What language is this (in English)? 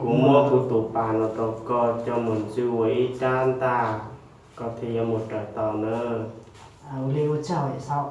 Hmong